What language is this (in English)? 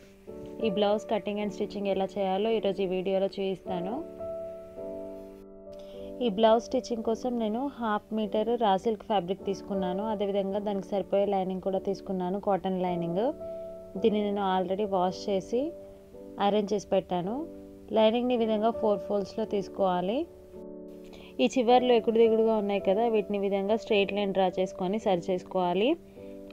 Telugu